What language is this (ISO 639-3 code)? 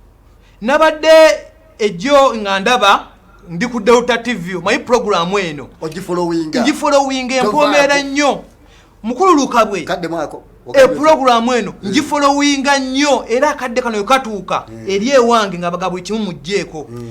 lug